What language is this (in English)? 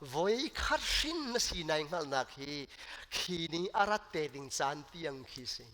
Hakha Chin